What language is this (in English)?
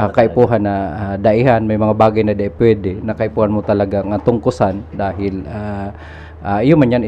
Bikol